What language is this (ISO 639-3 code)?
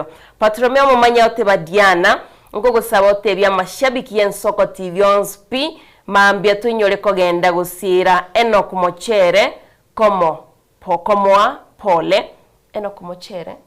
guz